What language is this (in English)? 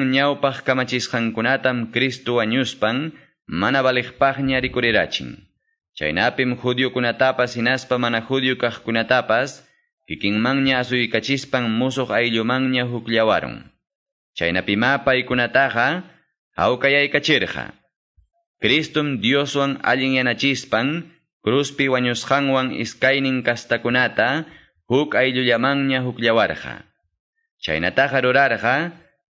Quechua